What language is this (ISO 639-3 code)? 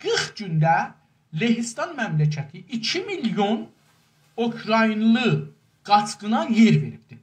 azb